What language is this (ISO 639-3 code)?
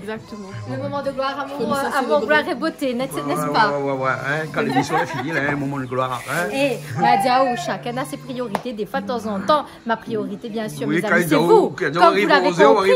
rcf